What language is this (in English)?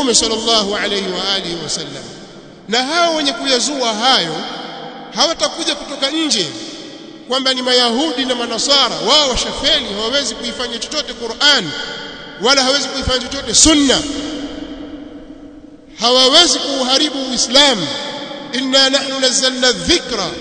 Swahili